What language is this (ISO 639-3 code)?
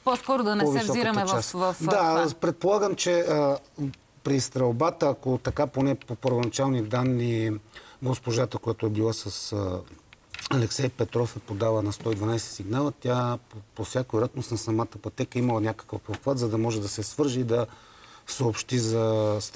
bul